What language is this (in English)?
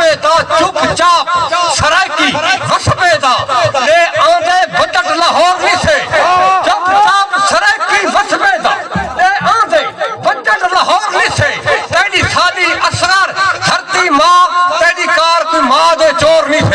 Saraiki